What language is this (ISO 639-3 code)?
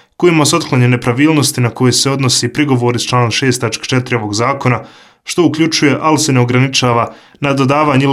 hrv